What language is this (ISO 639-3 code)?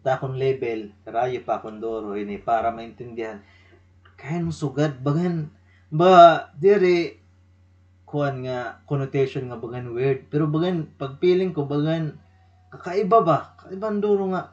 war